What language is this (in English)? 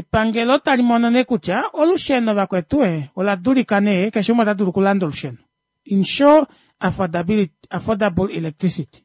Kuanyama